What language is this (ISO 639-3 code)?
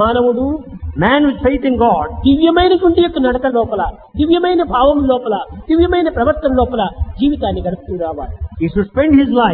tel